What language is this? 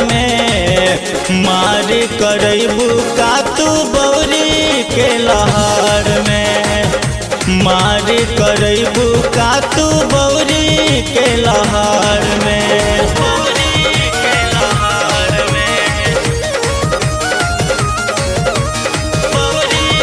Bhojpuri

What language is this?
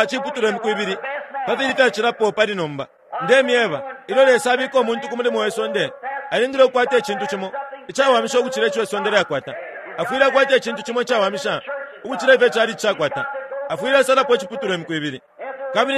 Bemba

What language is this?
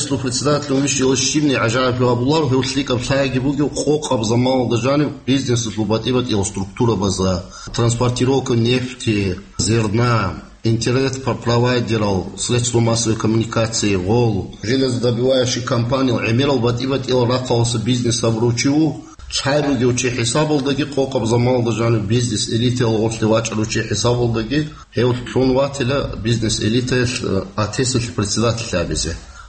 Avaric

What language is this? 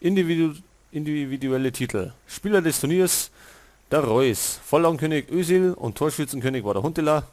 Bavarian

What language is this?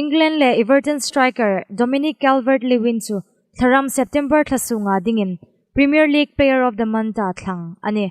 Hmar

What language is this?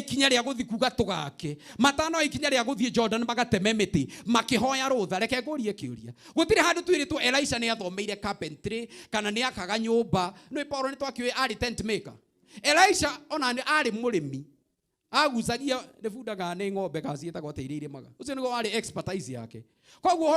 Kikuyu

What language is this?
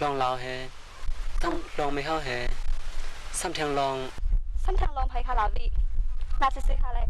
Shan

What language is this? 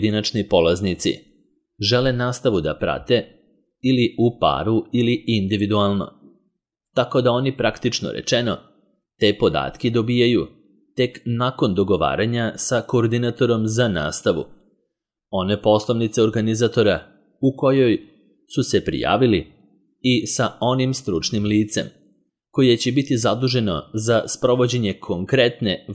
Serbian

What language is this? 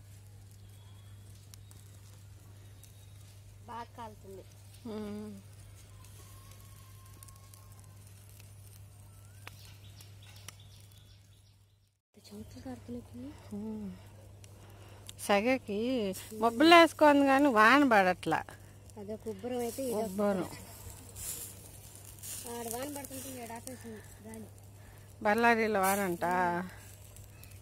Telugu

